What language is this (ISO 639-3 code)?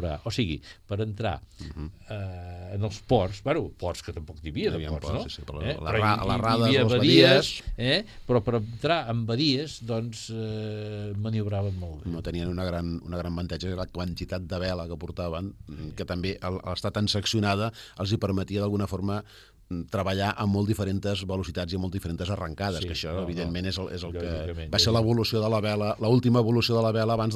cat